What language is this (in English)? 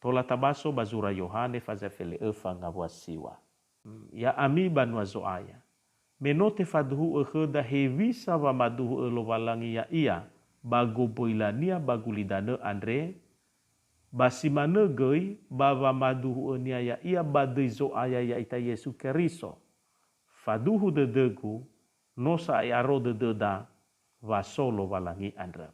Nias